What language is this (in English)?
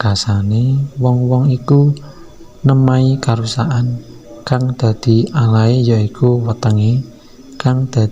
Javanese